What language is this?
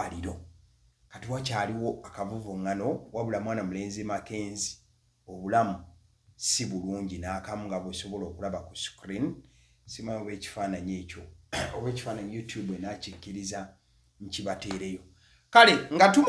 Ganda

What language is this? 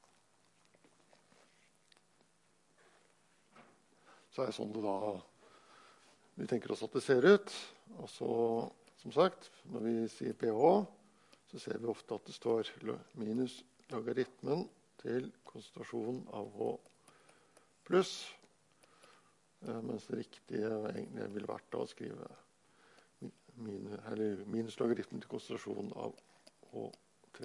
Norwegian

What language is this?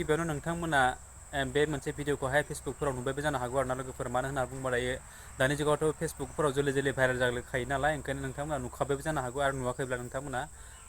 Bodo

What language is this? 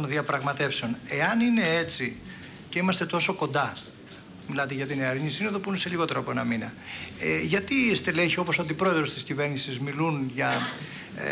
Greek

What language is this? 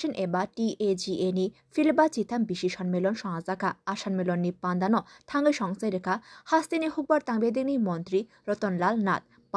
Kok Borok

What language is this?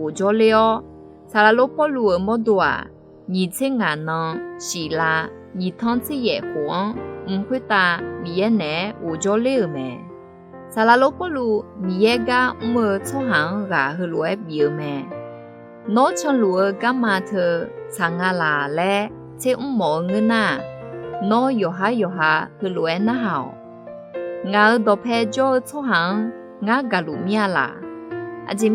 Akha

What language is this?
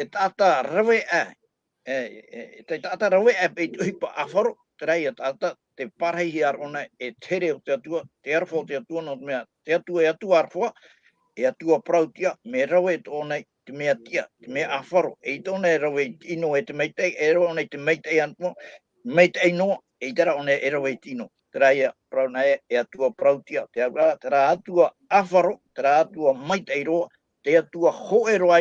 Tahitian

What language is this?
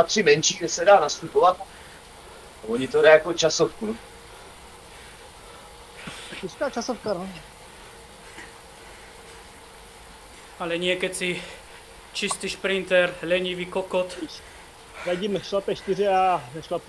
Czech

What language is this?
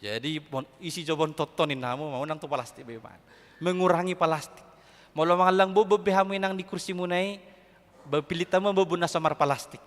Batak Toba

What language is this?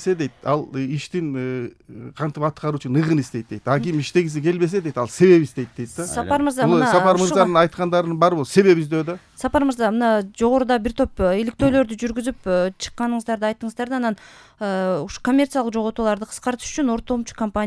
Kyrgyz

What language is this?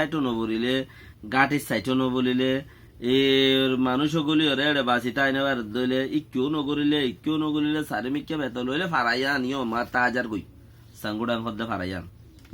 Rohingya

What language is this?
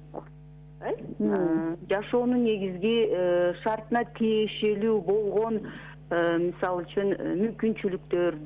Kyrgyz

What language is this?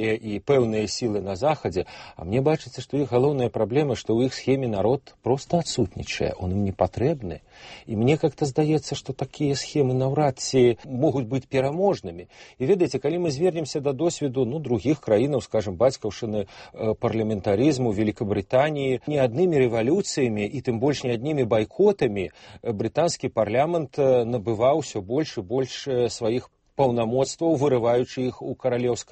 Belarusian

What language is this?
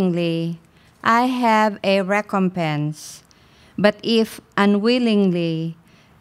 English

